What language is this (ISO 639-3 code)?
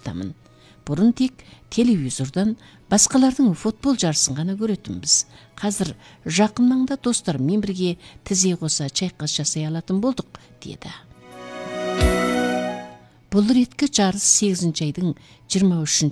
kaz